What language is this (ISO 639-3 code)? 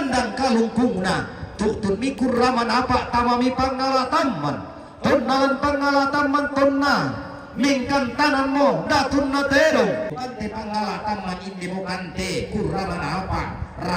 sda